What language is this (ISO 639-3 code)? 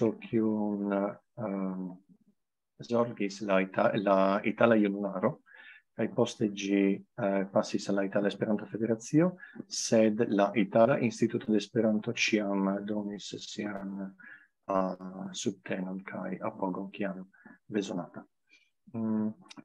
epo